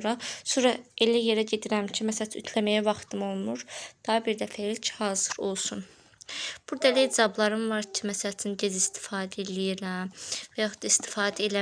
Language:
Azerbaijani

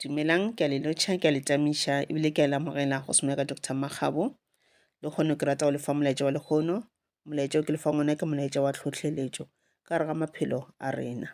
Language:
Northern Sotho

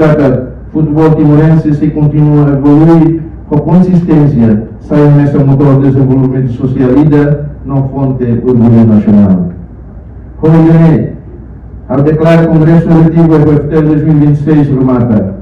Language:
Tetum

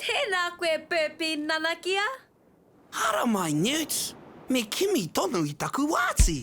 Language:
Māori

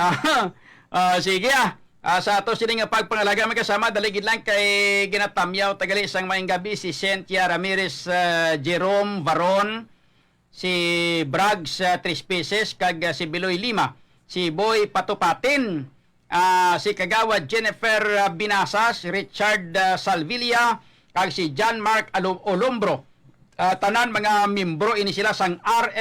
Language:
Hiligaynon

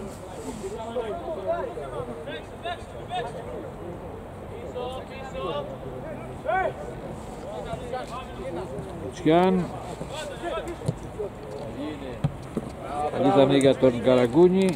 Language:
Greek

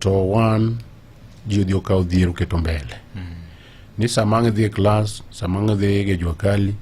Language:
Luo (Kenya and Tanzania)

